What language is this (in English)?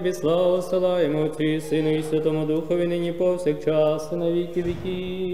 Ukrainian